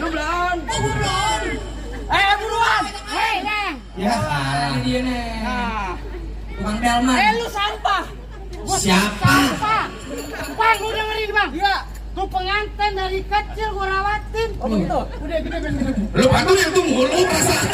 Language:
Betawi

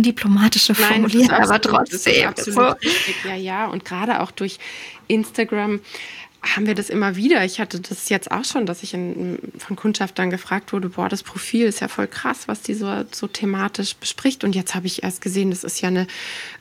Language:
German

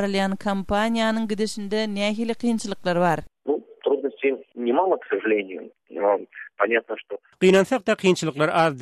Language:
Turkmen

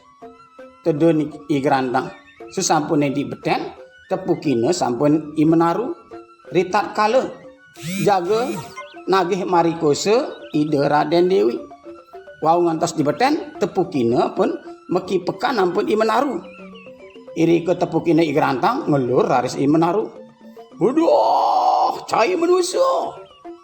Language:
Balinese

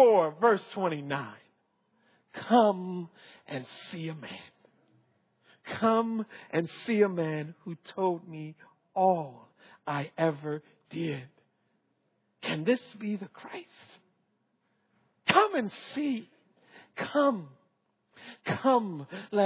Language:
English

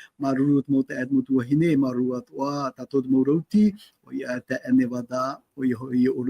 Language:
Tahitian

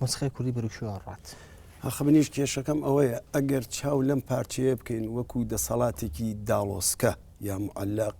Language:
Central Kurdish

